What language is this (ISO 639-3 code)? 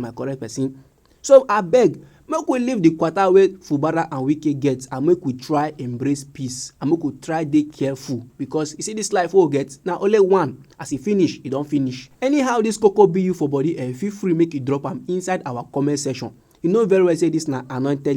pcm